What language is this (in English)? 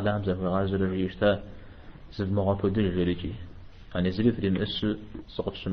Kabardian